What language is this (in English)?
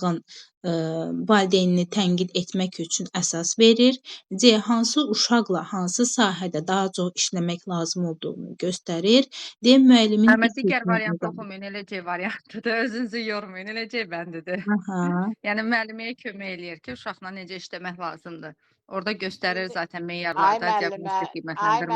Azerbaijani